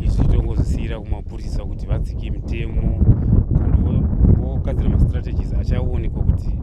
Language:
Shona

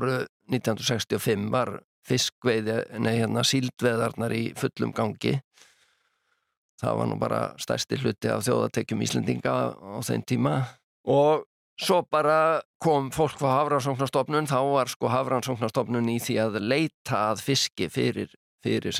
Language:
Icelandic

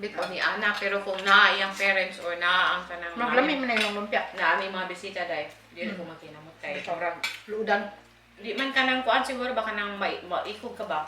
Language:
Cebuano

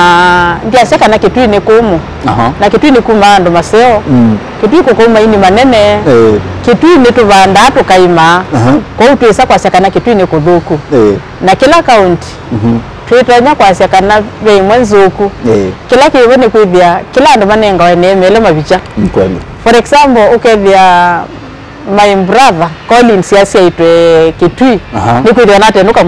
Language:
Kamba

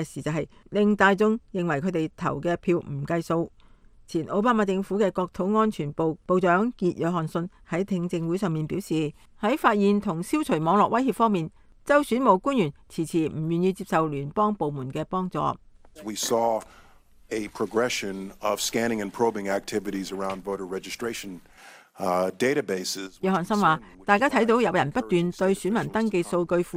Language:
Cantonese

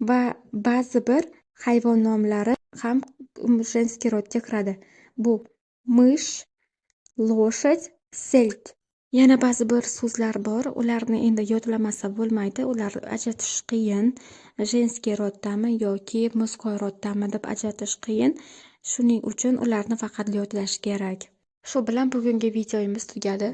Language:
Uzbek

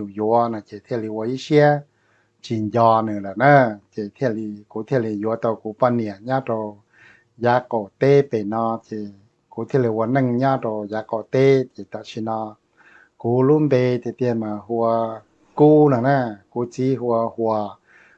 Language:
Hmong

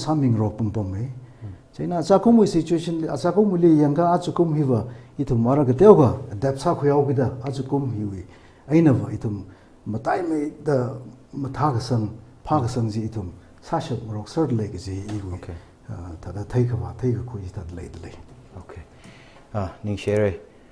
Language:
Tangkhul Naga (India)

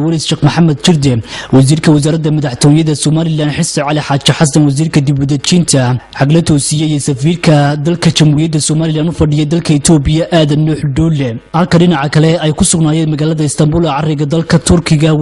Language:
Somali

